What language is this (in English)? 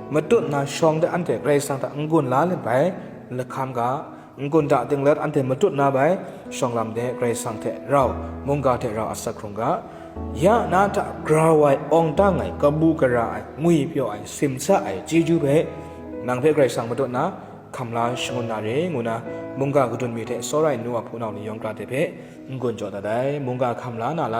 Kachin